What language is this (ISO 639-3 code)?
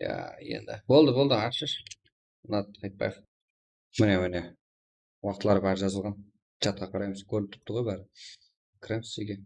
kaa